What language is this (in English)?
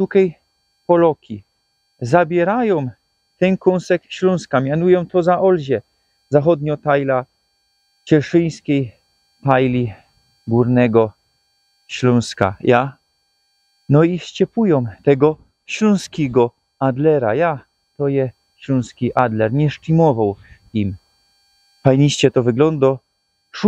Silesian